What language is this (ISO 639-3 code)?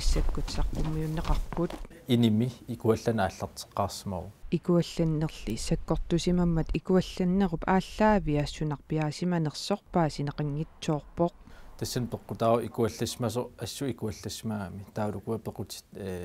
kal